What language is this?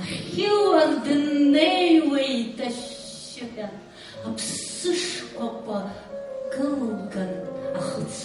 Abkhazian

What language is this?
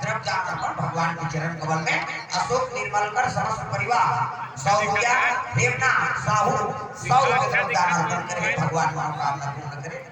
Chhattisgarhi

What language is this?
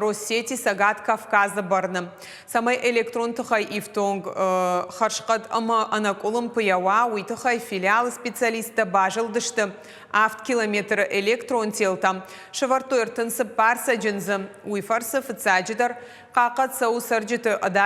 Ossetic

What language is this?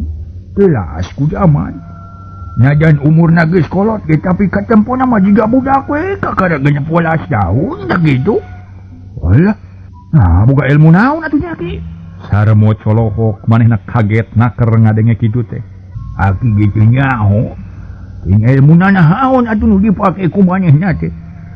Sundanese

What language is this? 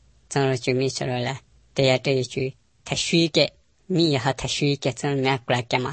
Latvian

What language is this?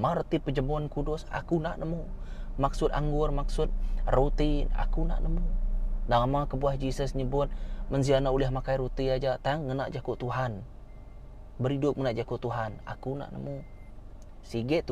Iban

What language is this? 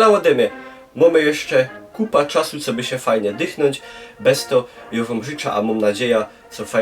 Silesian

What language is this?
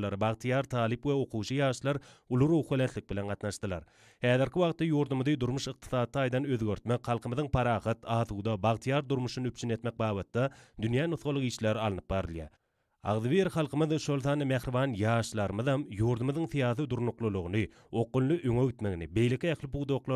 Turkmen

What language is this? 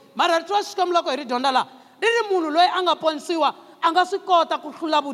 Tsonga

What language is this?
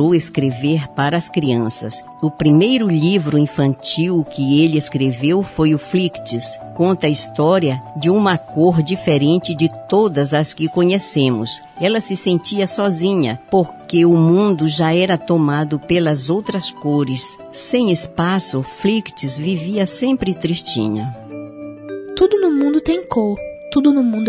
Portuguese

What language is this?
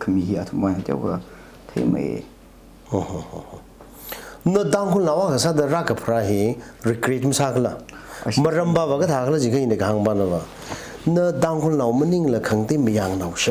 Tangkhul Naga (India)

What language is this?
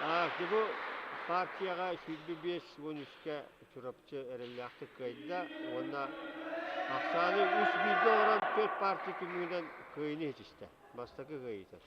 Yakut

